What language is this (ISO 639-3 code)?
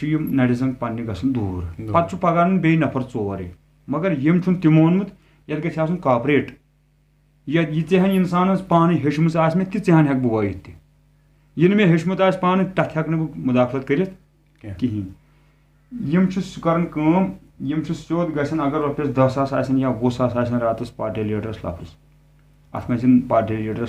kas